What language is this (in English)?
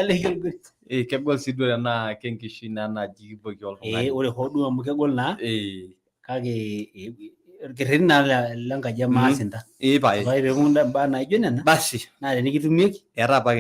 Masai